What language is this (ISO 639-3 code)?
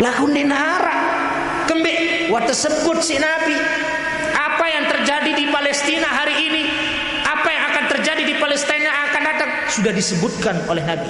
sas